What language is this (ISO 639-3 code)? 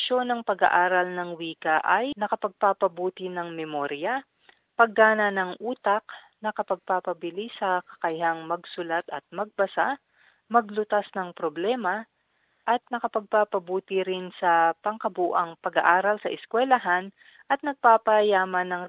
fil